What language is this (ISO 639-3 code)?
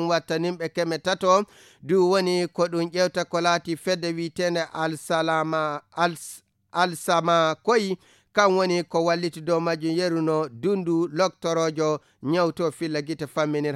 ful